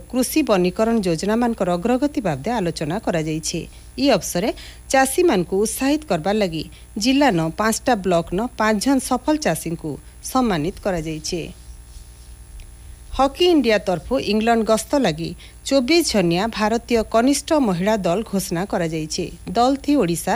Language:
Odia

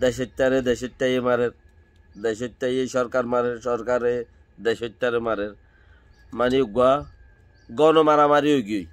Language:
Rohingya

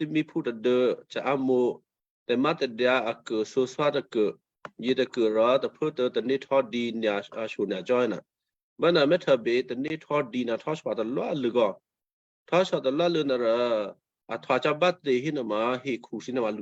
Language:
Western Kayah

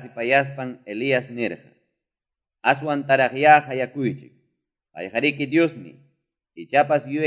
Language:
Quechua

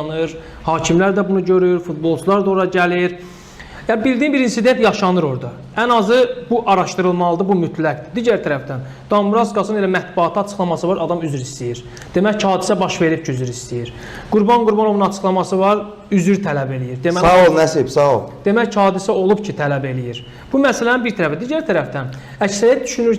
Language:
Azerbaijani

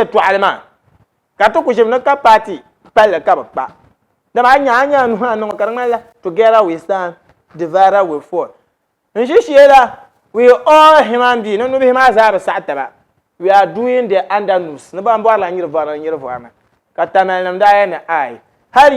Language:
Dagbani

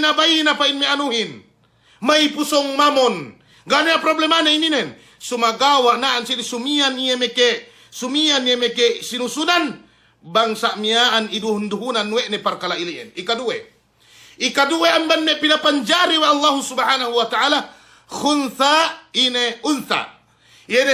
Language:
Yakan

